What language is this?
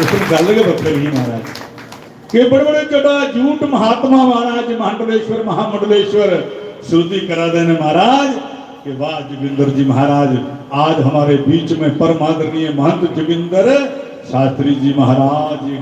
Dogri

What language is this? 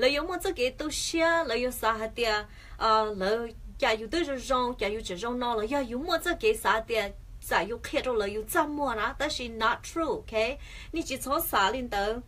Hmong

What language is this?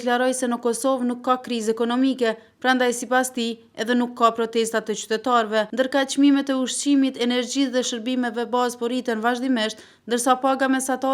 Albanian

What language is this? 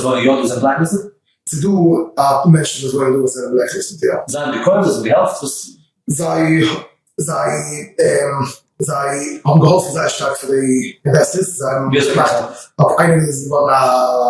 Yiddish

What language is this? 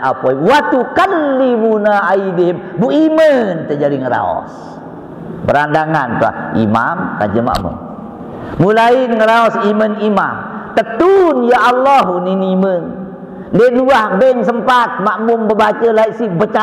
Sasak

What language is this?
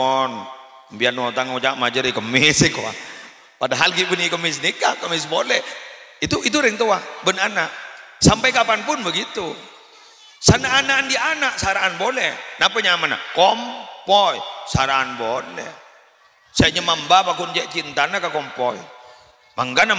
Madurese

